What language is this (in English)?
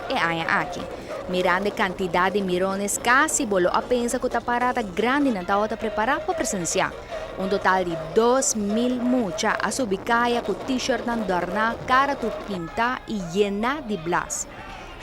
Papiamento